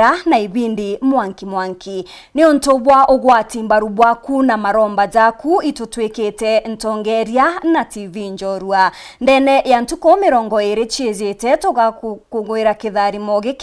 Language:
Meru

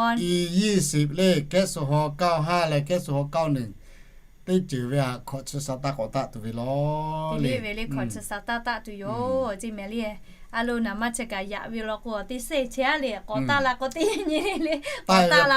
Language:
Lahu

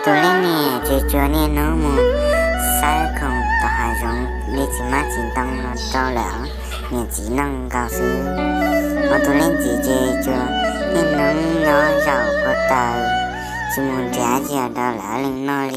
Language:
Hmong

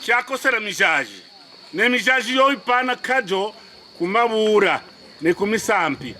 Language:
Kaonde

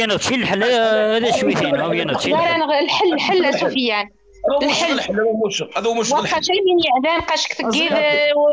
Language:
Moroccan Arabic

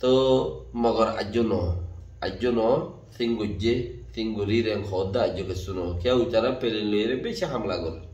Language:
Rohingya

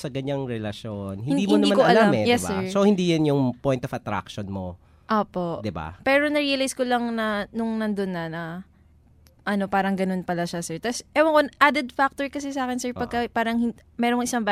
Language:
Filipino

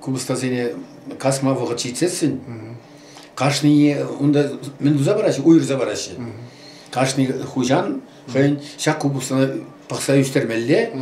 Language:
Chuvash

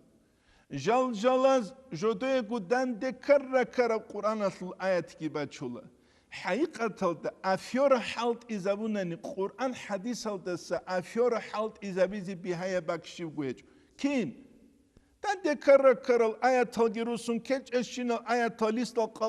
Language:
Avaric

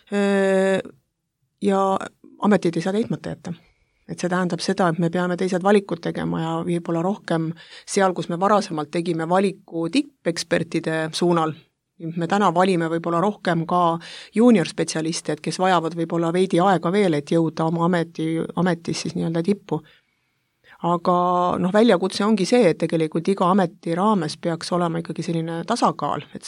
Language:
Estonian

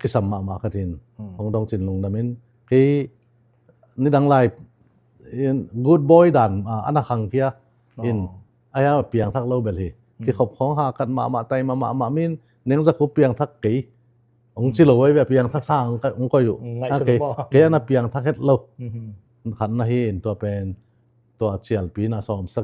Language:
Tedim Chin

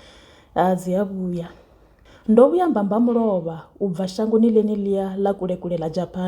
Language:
Venda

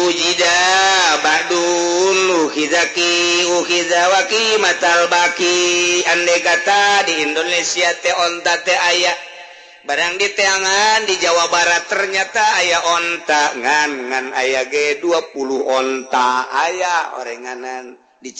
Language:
Sundanese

